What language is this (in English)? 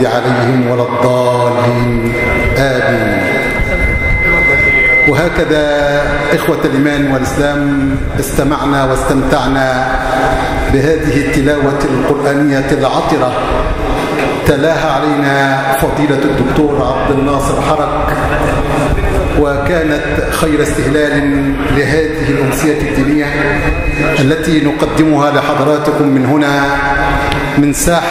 Arabic